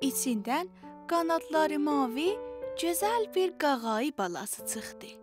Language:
South Azerbaijani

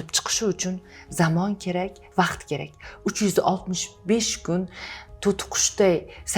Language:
Uzbek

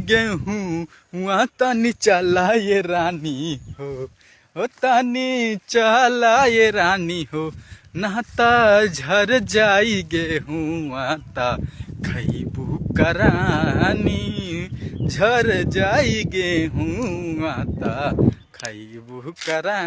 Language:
Bhojpuri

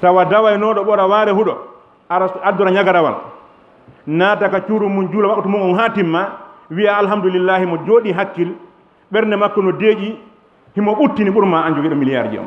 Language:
Fula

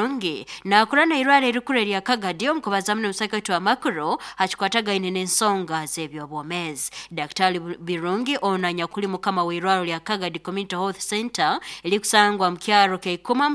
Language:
Nyoro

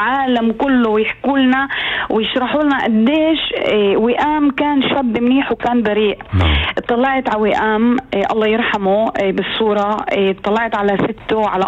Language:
North Levantine Arabic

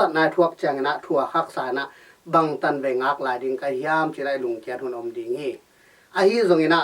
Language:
Tedim Chin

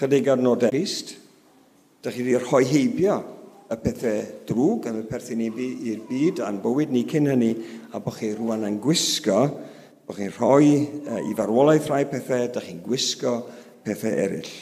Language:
Welsh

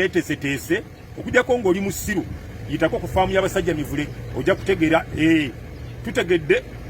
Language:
Ganda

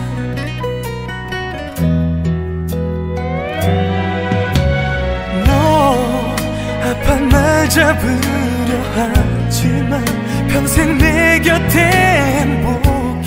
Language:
Korean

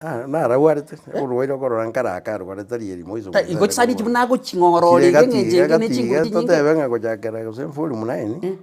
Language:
Gusii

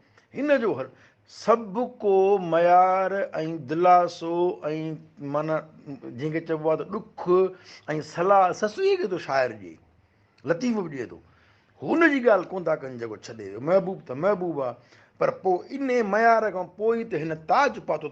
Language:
Sindhi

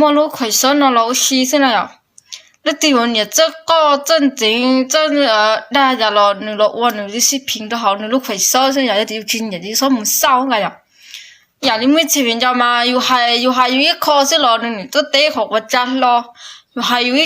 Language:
Hmong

